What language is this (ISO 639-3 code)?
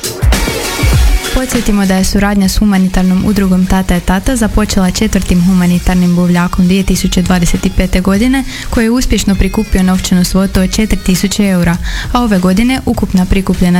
hrv